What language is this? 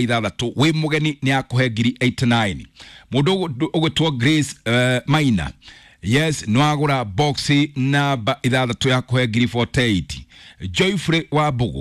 Kikuyu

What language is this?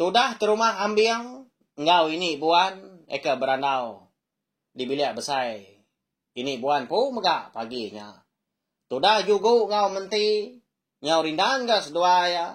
Iban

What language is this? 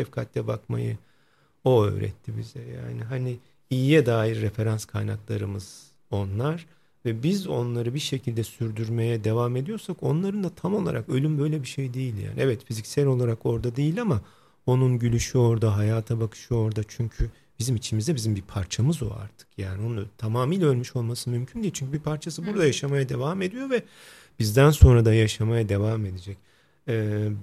Turkish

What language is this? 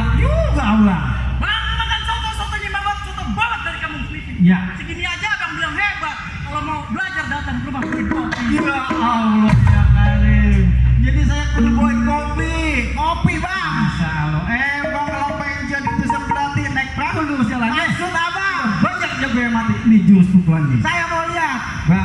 Betawi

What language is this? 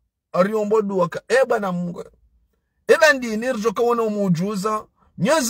Ngazidja Comorian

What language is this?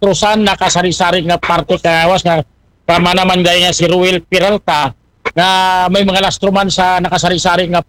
Aklanon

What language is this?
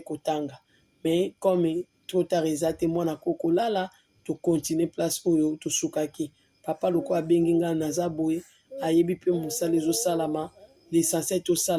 Lingala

